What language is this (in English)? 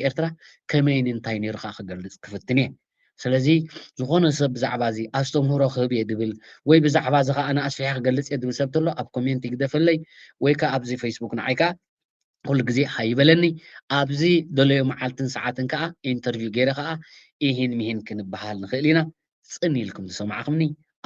Tigrinya